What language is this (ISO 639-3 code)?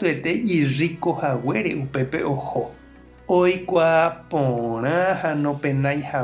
grn